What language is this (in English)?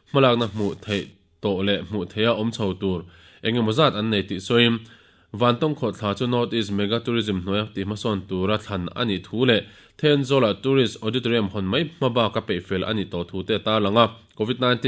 Mizo